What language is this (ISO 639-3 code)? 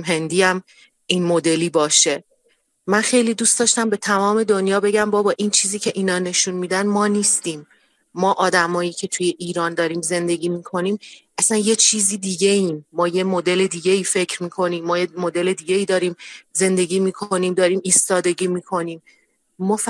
fas